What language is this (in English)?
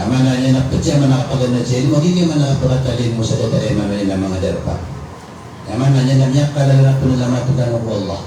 Maranao